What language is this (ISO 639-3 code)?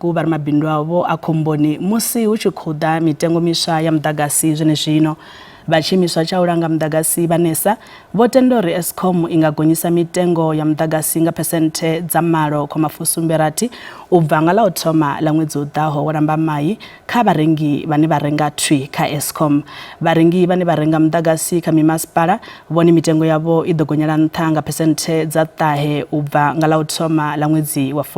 ven